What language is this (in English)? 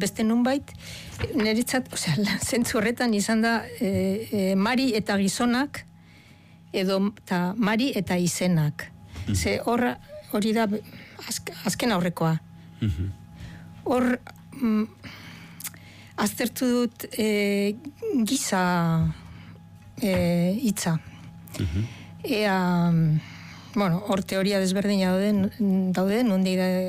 Basque